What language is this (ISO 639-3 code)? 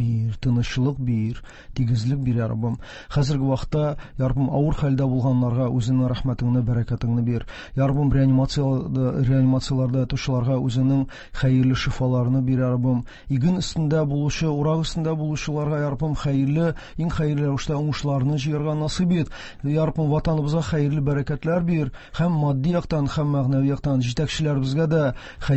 tat